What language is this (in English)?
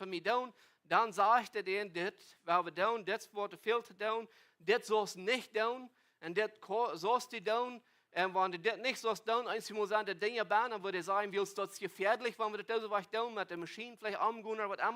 Plautdietsch